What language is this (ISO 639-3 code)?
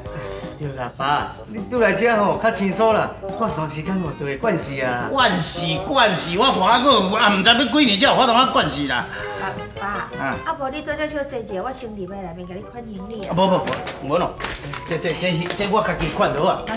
nan